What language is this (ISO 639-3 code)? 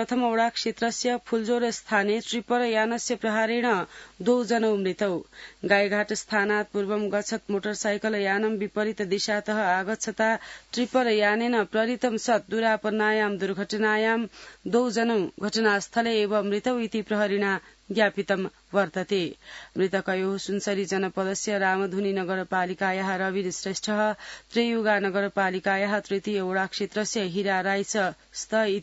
san